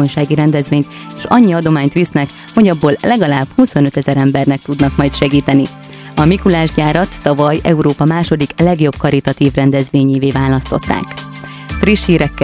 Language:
Hungarian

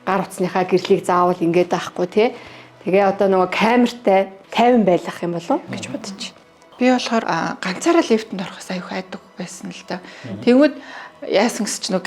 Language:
Mongolian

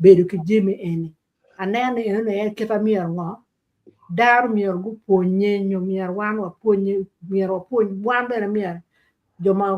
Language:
Acoli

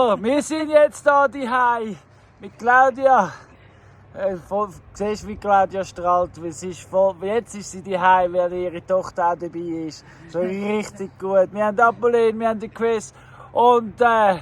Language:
Swiss German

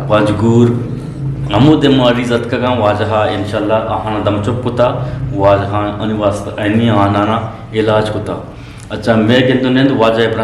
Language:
Eastern Balochi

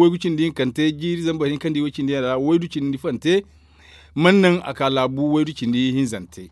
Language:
Zarma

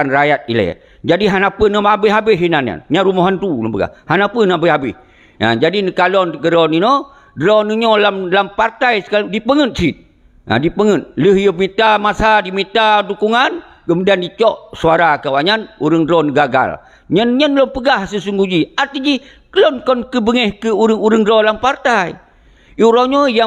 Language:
Achinese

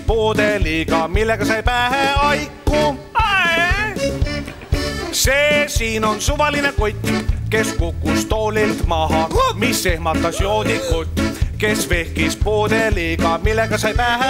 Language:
Estonian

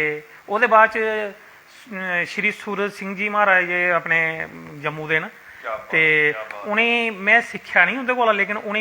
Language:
Dogri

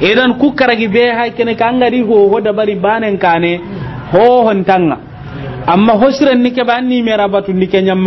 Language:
Soninke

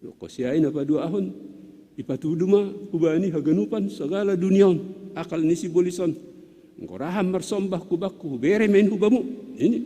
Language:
Batak Simalungun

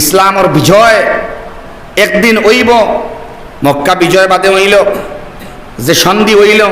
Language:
Sylheti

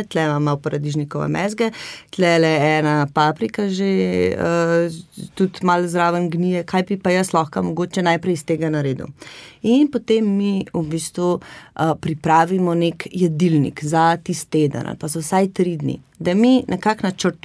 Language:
Slovenian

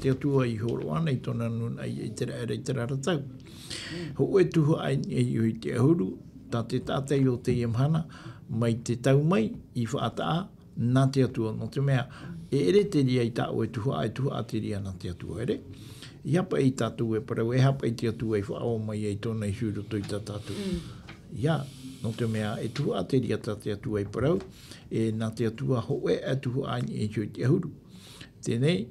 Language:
Tahitian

